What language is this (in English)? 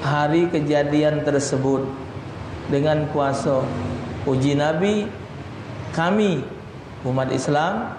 Musi